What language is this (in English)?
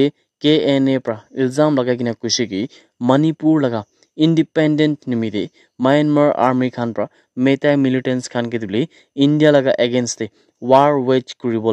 Naga Pidgin